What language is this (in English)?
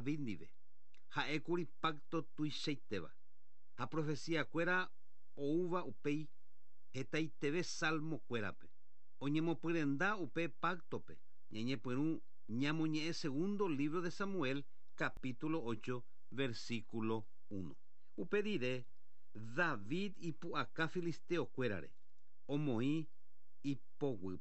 Guarani